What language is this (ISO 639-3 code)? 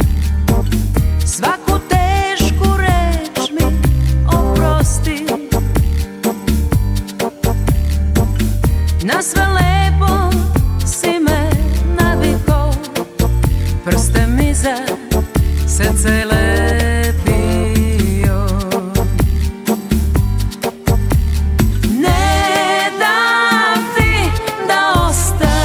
srp